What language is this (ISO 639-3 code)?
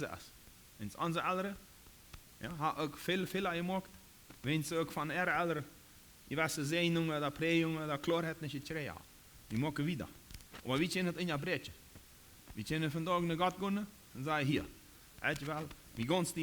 pdt